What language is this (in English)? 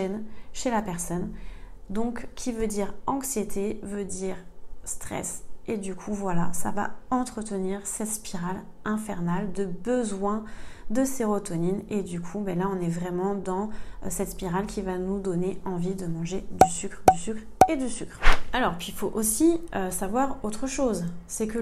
French